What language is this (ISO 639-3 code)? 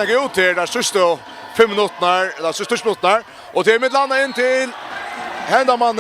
fao